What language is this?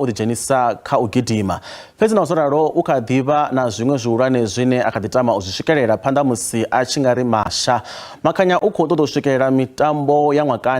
Venda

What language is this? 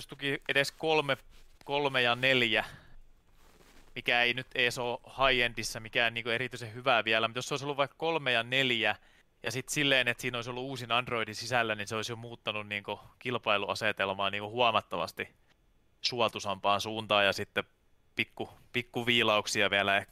Finnish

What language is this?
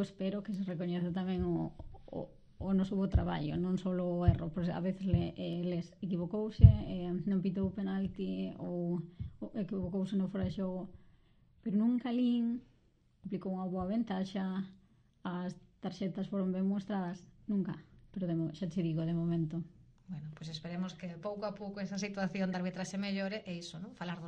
Galician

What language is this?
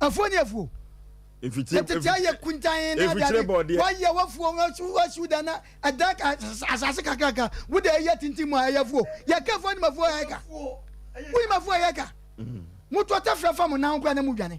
Akan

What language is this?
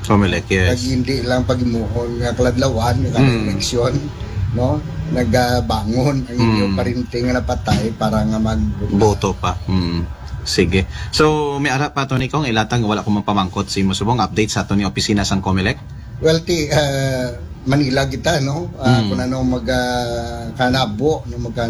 Aklanon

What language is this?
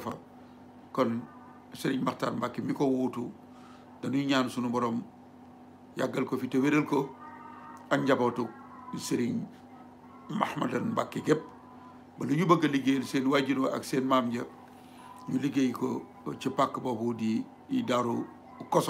Wolof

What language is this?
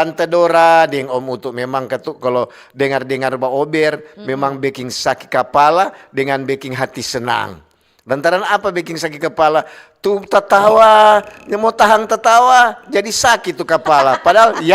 Manado Malay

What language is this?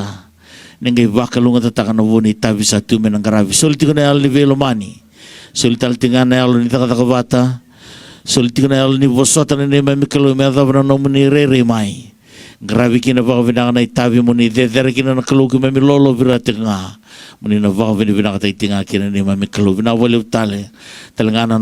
Fijian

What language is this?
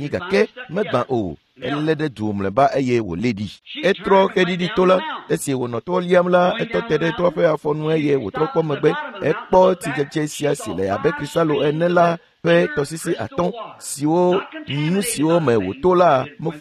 Ewe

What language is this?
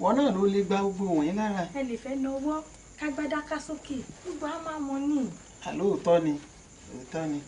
Yoruba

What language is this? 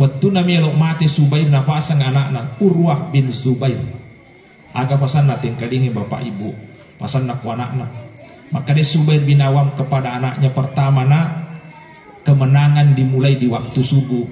Buginese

